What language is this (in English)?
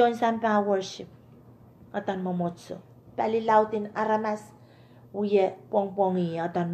Pohnpeian